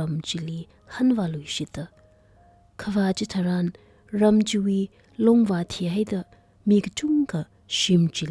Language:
Tangkhul Naga (India)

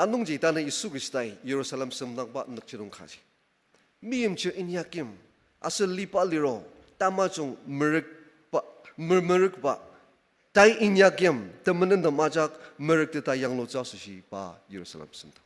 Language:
Ao Naga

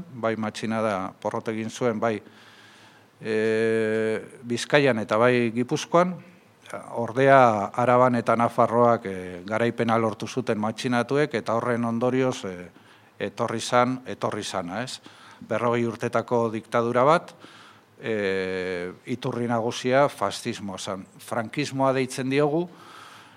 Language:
Basque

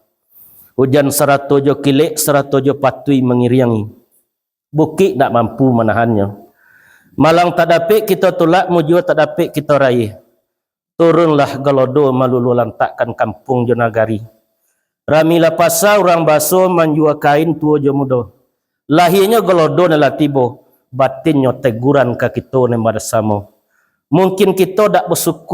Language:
Minangkabau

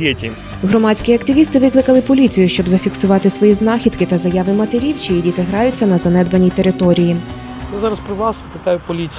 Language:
Ukrainian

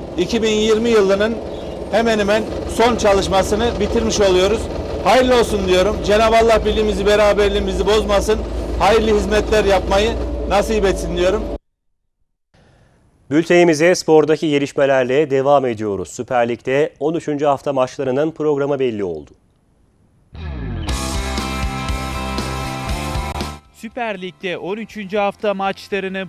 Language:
Turkish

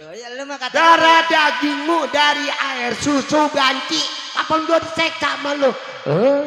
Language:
Betawi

